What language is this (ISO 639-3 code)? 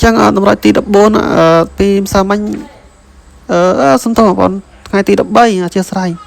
khm